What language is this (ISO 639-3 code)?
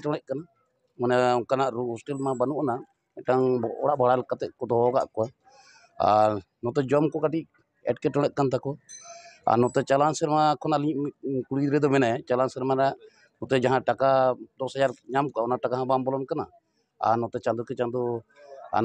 sat